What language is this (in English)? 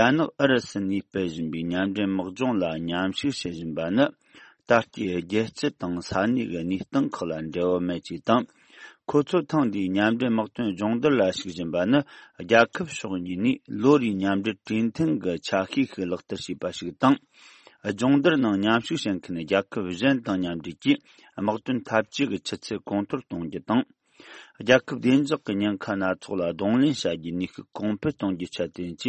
Tibetan